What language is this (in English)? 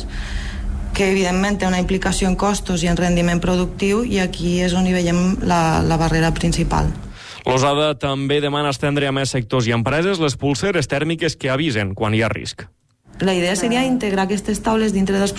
Catalan